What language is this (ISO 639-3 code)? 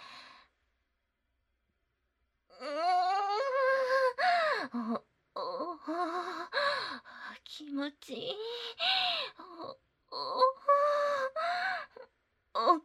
jpn